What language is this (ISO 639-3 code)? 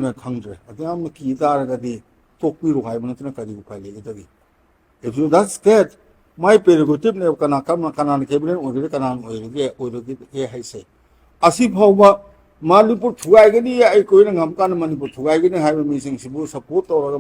mni